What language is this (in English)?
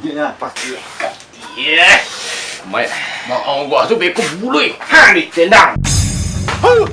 Minangkabau